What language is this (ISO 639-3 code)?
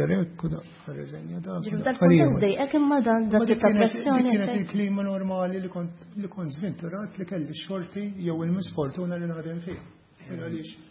mlt